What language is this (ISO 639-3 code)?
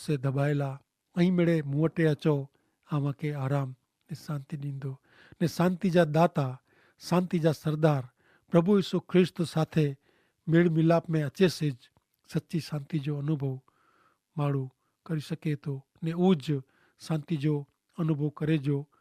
kfr